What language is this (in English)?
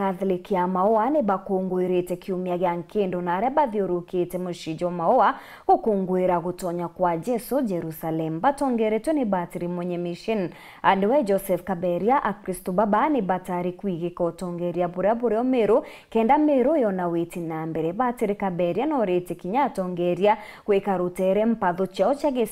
Meru